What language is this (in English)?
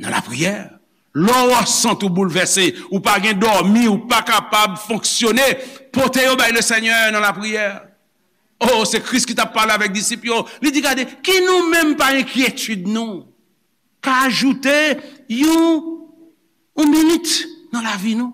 Haitian Creole